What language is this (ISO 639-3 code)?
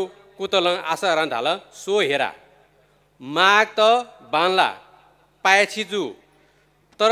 new